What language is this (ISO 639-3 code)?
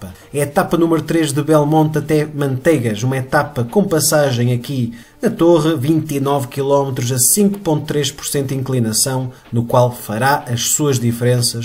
por